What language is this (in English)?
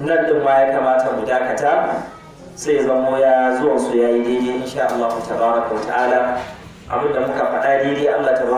Hausa